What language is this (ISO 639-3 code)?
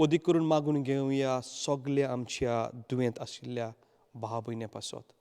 kok